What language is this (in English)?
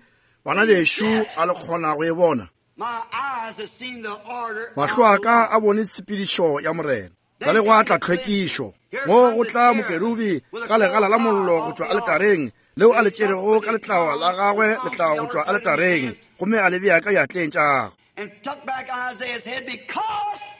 Northern Sotho